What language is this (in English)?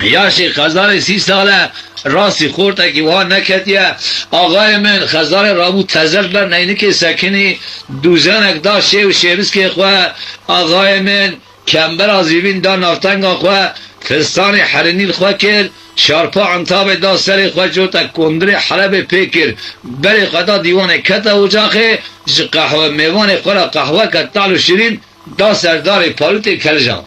Kurdish